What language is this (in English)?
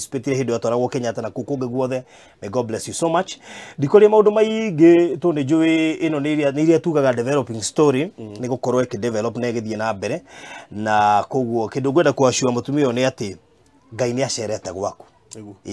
Kikuyu